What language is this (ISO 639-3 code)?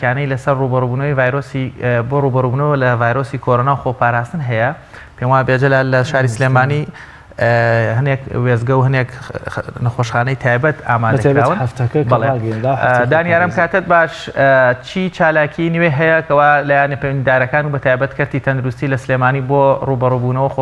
ckb